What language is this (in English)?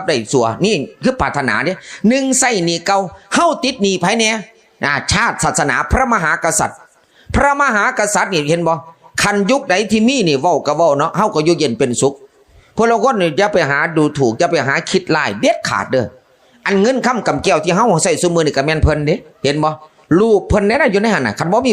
Northeastern Thai